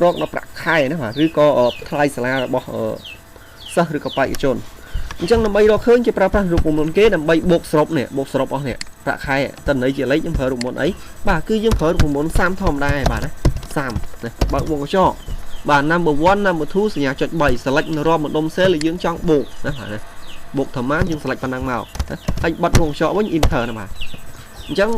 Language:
Khmer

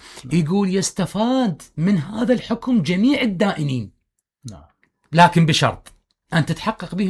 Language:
Mesopotamian Arabic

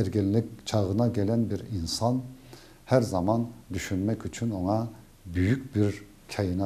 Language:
Crimean Tatar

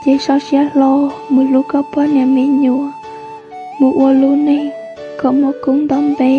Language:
Hmong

